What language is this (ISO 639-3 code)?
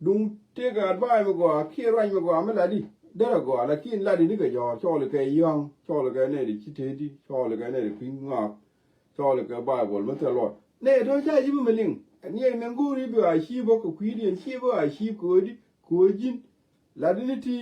nus